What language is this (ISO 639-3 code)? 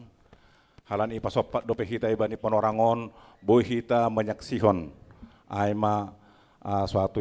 bts